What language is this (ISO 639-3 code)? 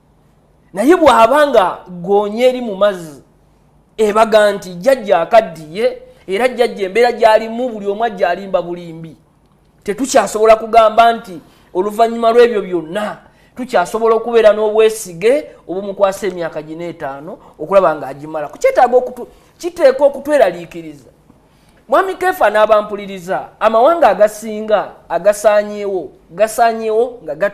lug